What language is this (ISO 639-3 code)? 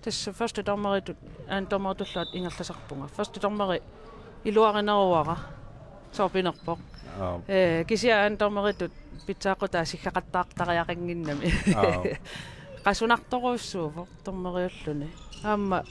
kal